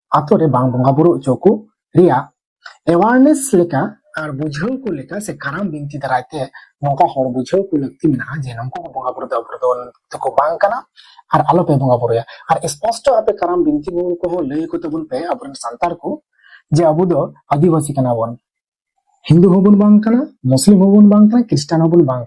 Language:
Santali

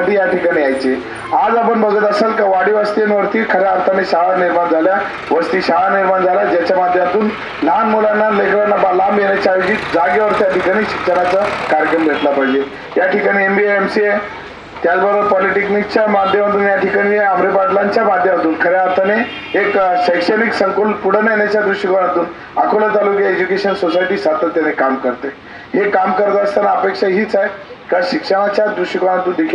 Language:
Marathi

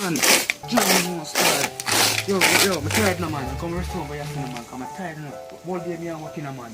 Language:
Jamaican Creole English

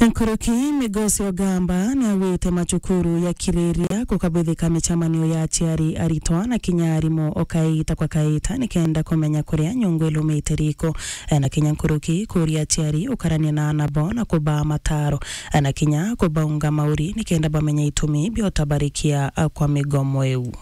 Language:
Meru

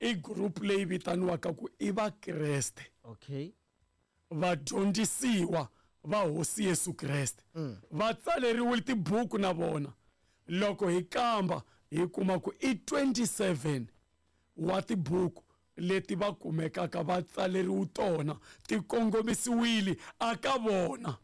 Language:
Tsonga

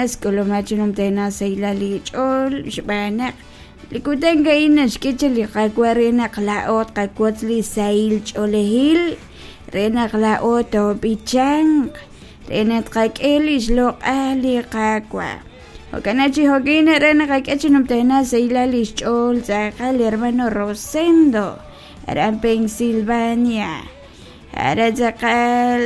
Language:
Kekchí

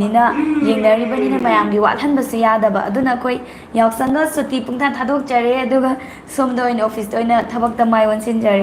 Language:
Manipuri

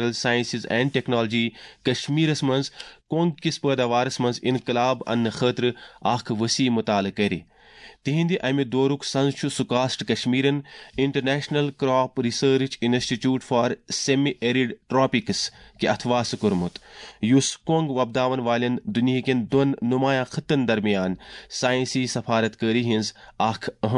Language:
Kashmiri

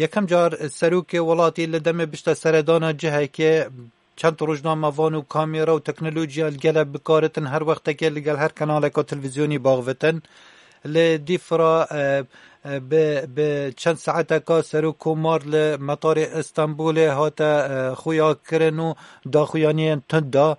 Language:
Kurdish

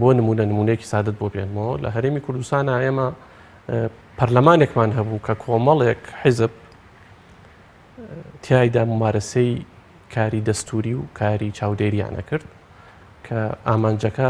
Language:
Central Kurdish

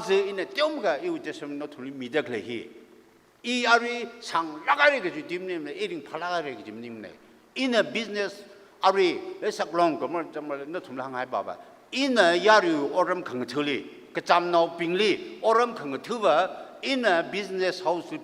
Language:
Tangkhul Naga (India)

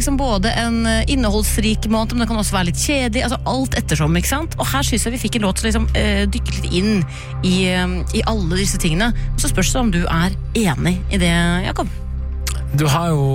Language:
Norwegian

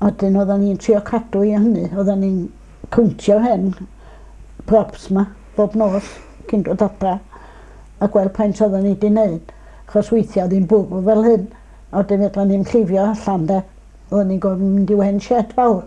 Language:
Welsh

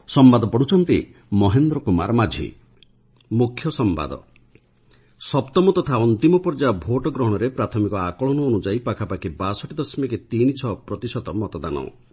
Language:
Odia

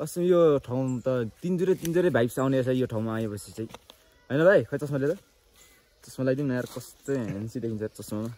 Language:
Nepali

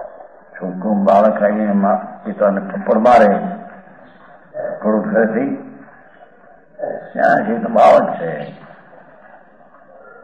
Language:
Gujarati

